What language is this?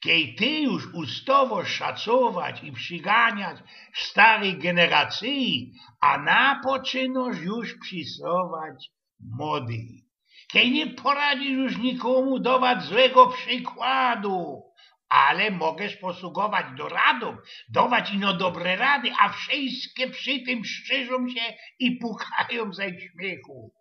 Silesian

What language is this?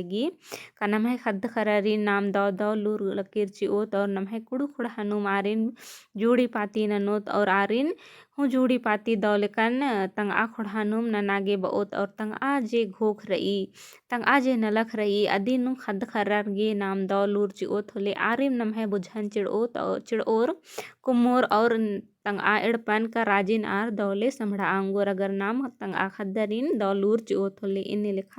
Kurukh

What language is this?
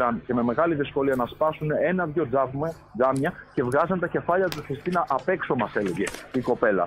Greek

